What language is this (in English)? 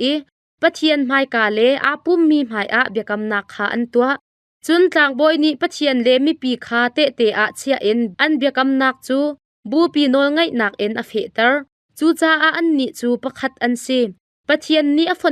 Hakha Chin